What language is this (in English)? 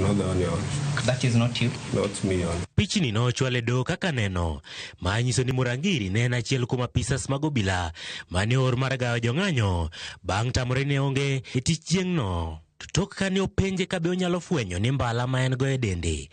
Luo (Kenya and Tanzania)